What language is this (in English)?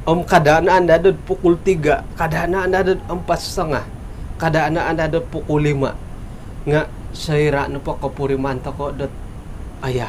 Central Dusun